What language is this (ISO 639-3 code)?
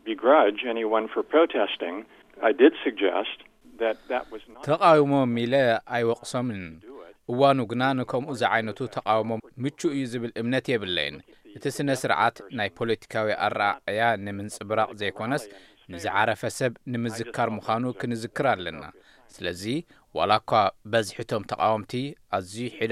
tir